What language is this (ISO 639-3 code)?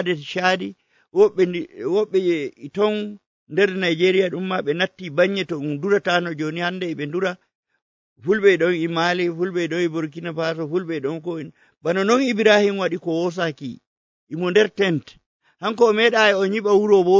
fuv